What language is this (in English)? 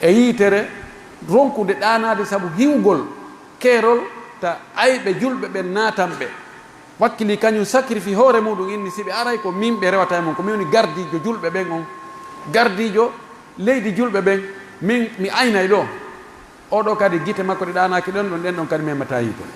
Pular